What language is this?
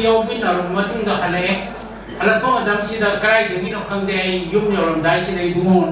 Manipuri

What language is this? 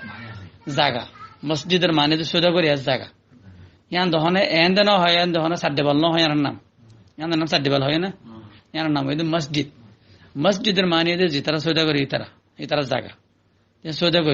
Rohingya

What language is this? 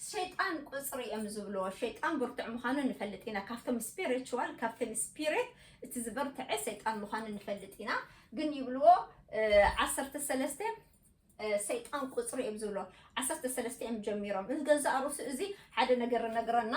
Tigrinya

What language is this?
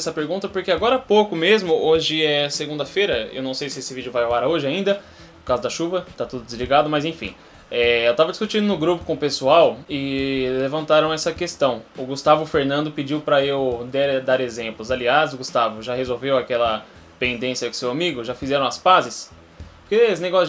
Portuguese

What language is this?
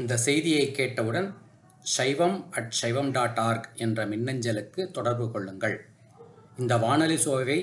Tamil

